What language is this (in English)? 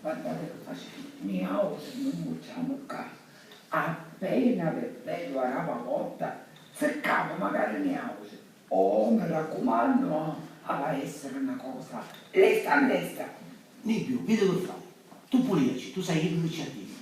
Sicilian